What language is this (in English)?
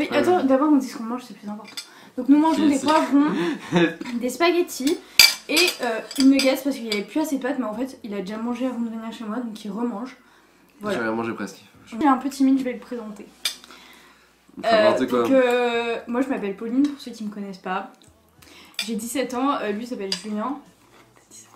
French